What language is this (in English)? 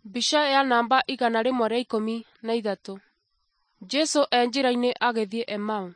Kikuyu